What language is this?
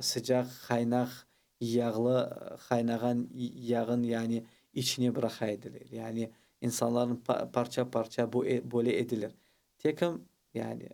Crimean Tatar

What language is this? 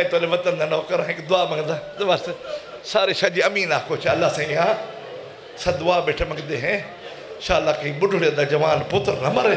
Saraiki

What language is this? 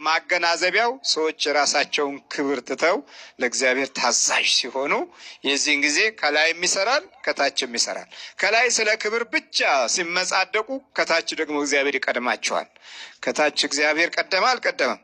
Amharic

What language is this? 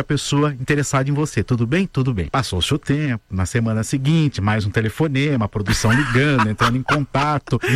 Portuguese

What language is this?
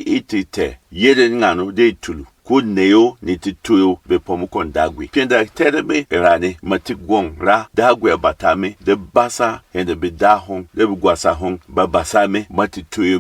Berom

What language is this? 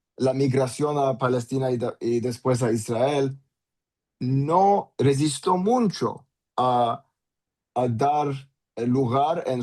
Ladino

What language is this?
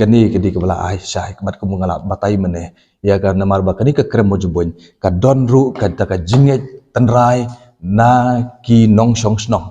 Khasi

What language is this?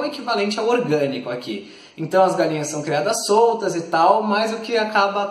Portuguese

